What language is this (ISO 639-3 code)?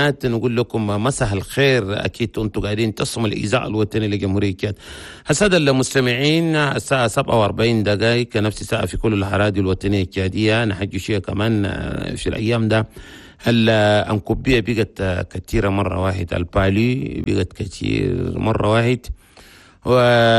shu